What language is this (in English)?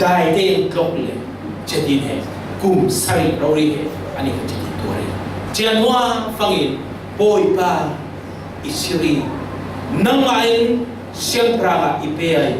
Falam Chin